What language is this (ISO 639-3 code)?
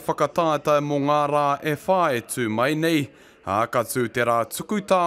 mri